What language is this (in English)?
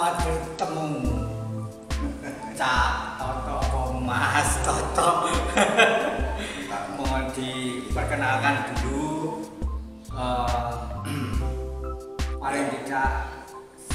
Indonesian